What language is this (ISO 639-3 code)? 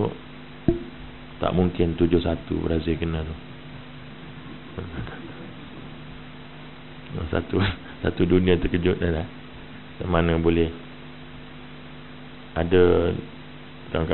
msa